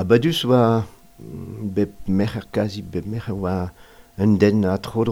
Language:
Breton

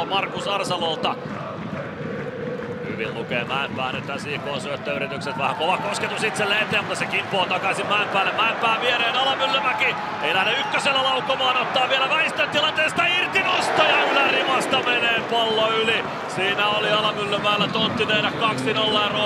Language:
Finnish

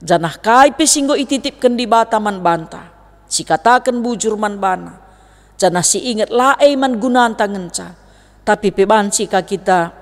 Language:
Batak Karo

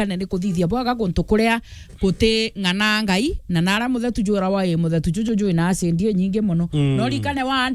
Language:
Meru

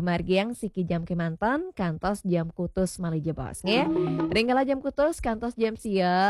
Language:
Balinese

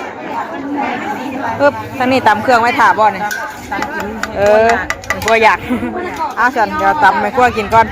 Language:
Northeastern Thai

